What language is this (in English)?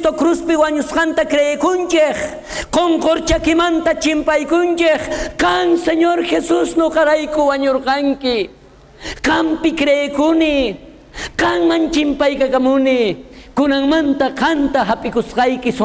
South Bolivian Quechua